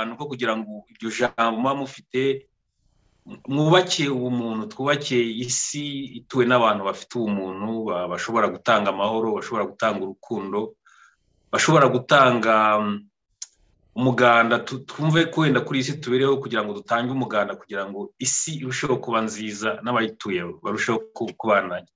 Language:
Kinyarwanda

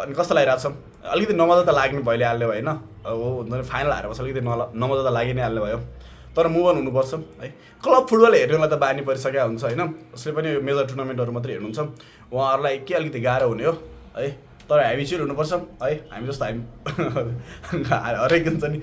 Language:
Nepali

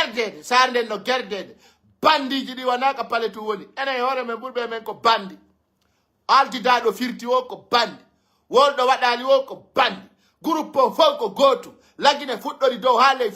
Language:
Pular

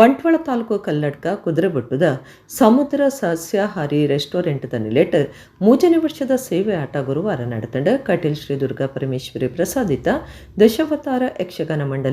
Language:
Tulu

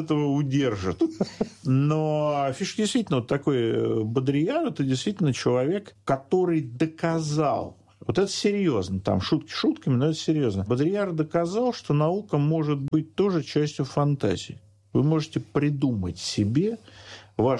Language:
Russian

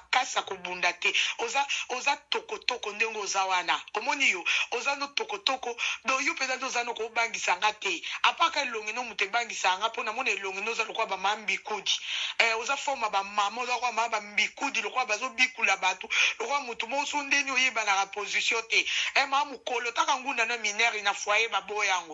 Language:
Lingala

